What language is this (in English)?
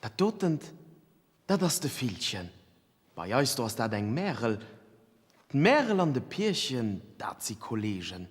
Luxembourgish